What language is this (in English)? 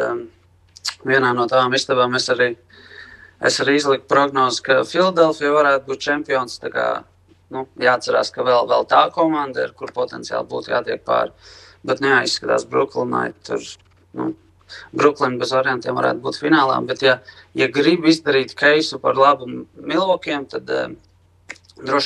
Latvian